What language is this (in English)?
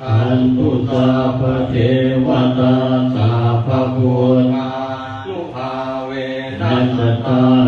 Pali